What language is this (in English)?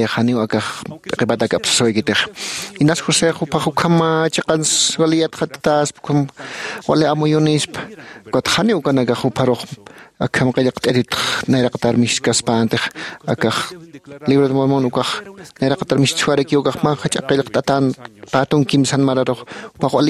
Aymara